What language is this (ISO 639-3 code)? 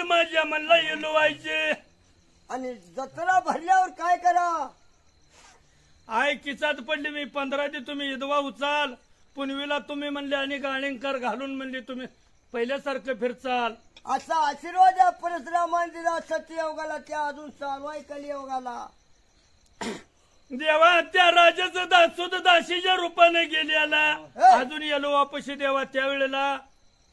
mar